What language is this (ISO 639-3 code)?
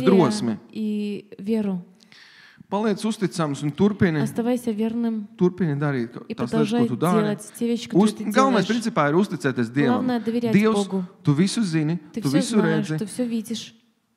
lav